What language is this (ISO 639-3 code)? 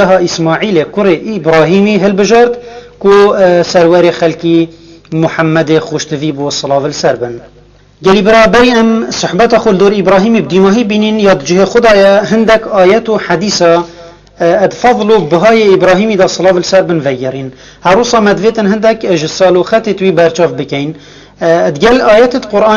kur